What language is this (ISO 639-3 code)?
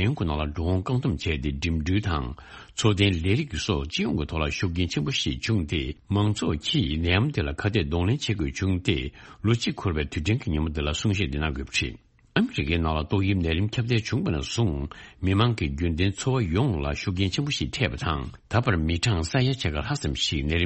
bod